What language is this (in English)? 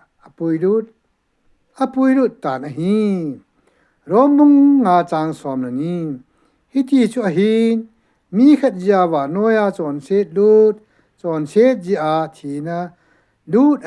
Thado Chin